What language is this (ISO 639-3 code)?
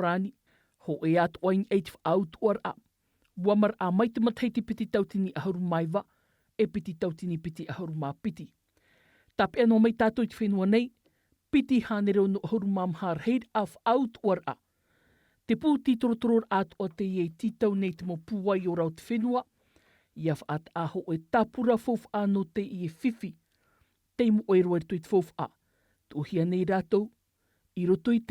tah